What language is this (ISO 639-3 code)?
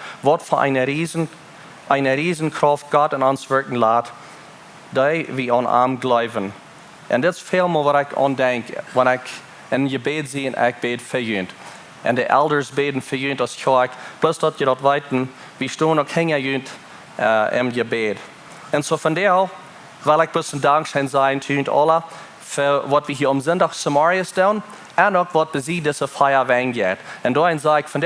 pdt